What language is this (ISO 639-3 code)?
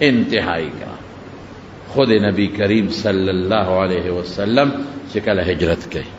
pus